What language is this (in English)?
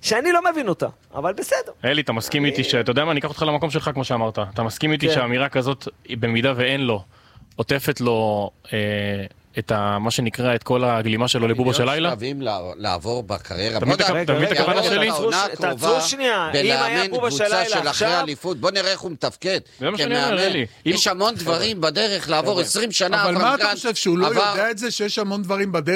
Hebrew